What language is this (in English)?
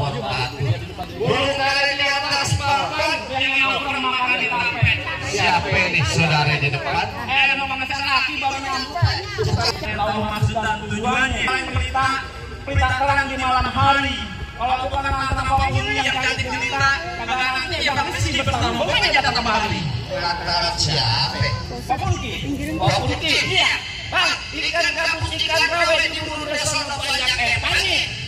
Betawi